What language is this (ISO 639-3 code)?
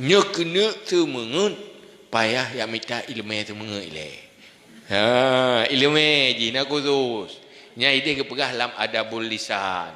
ace